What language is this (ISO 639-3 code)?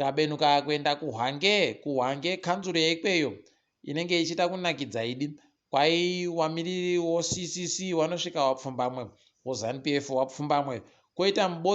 ndc